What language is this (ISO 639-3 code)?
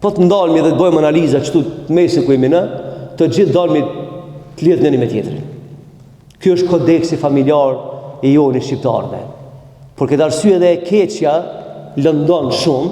sqi